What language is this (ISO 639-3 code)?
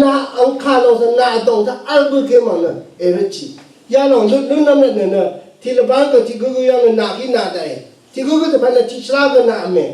raw